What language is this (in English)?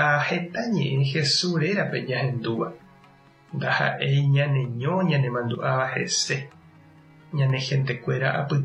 Guarani